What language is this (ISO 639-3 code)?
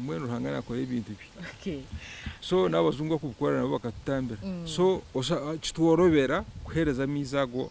nyn